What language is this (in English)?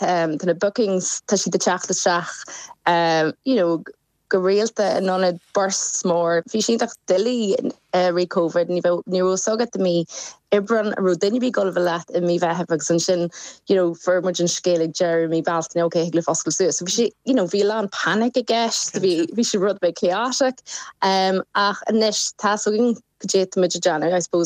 Irish